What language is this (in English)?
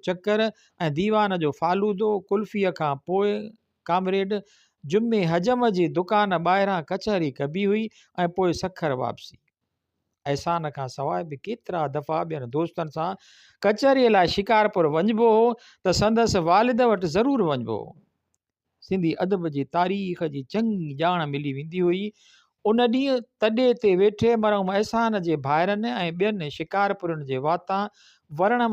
Sindhi